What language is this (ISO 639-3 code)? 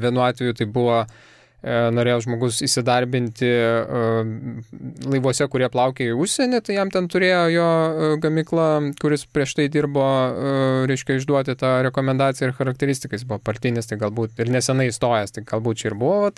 lit